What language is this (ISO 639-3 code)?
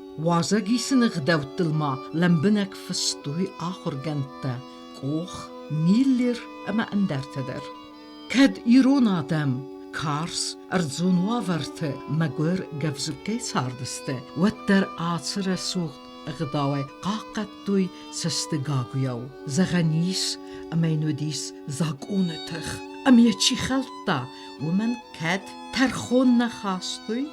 oss